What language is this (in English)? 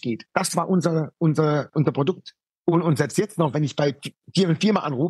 German